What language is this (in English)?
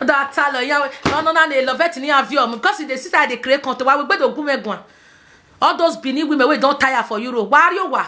Nigerian Pidgin